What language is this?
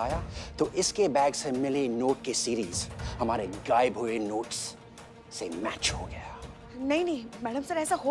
Hindi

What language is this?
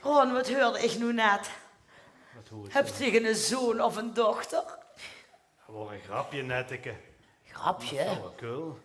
Limburgish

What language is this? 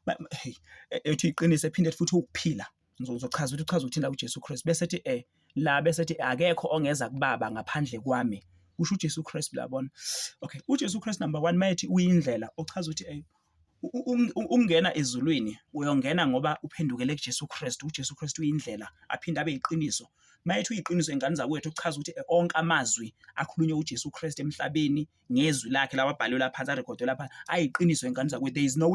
Zulu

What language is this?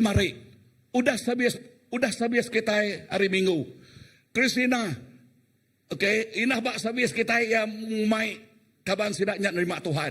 Iban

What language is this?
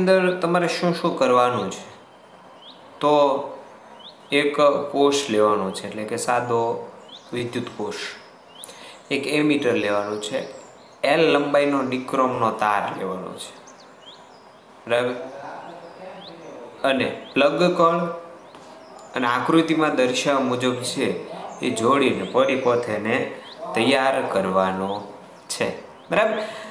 Gujarati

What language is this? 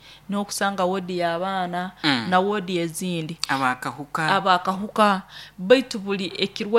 Nyoro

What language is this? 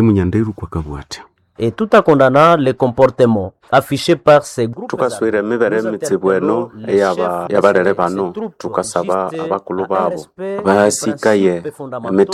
Nande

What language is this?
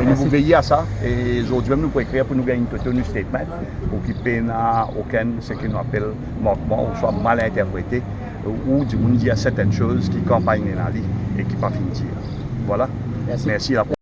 Morisyen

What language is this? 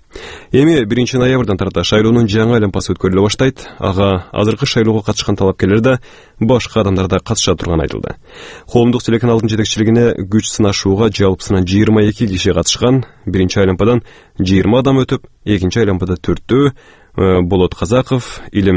Kyrgyz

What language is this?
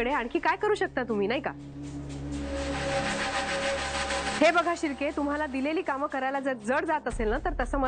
Marathi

